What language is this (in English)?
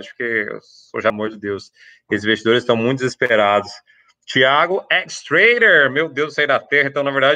Portuguese